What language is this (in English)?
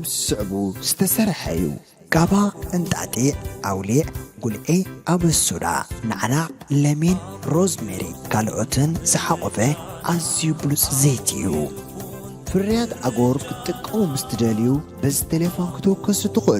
Tigrinya